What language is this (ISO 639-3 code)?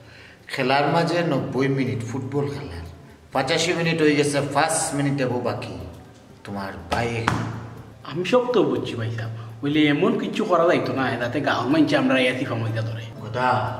syl